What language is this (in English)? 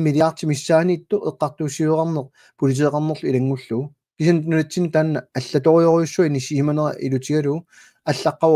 Kalaallisut